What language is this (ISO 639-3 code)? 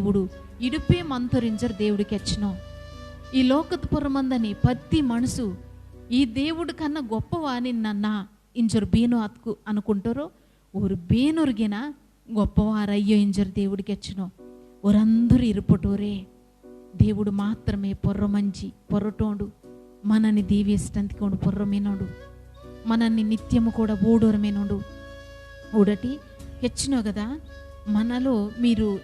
kff